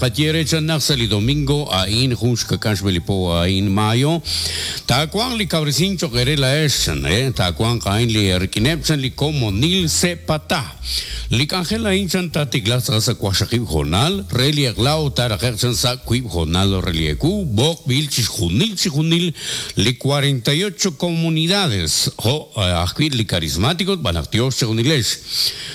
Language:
Kekchí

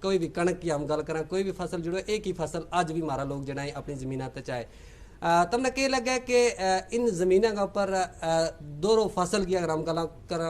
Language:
Gujari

